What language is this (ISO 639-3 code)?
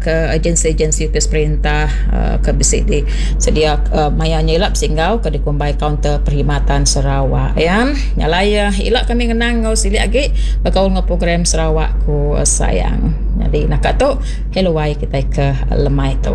iba